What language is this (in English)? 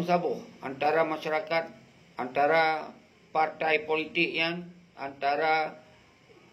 Achinese